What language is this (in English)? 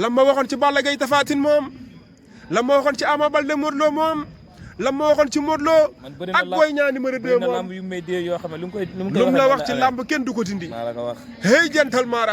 Wolof